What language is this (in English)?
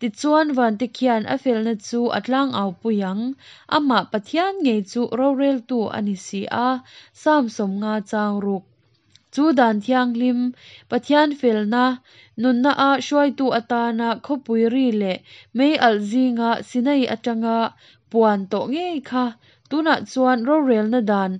Hakha Chin